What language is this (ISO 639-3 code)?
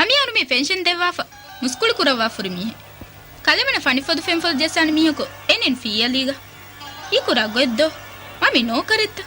div